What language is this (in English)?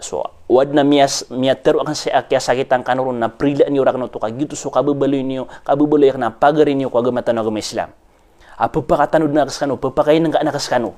Maranao